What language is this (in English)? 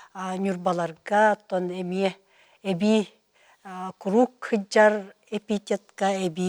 Yakut